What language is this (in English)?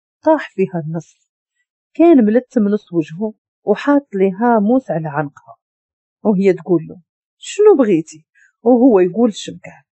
Moroccan Arabic